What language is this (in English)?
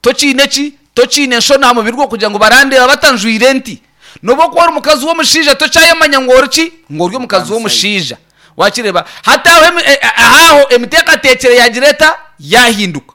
Nyankole